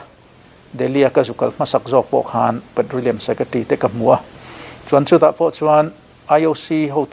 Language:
Mizo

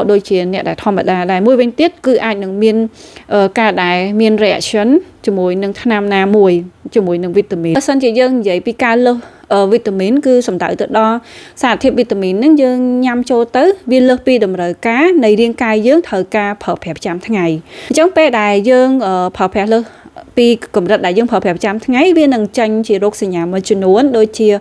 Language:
Khmer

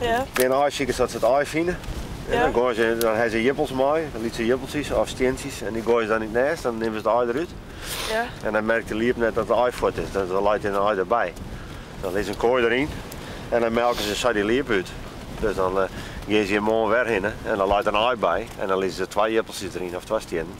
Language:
Western Frisian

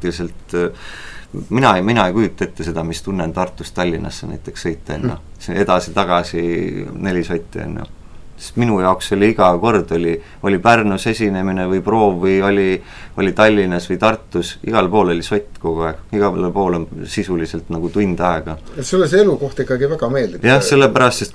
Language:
Estonian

